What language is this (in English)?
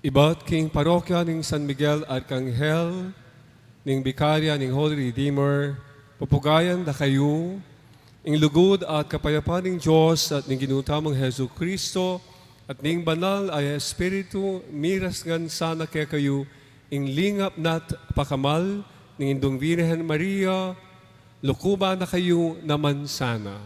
Pampanga